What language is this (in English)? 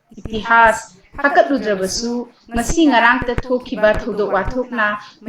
Manipuri